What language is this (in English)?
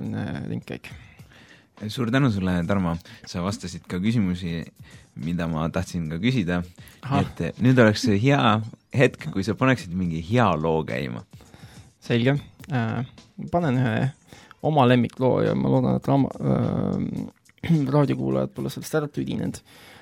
Estonian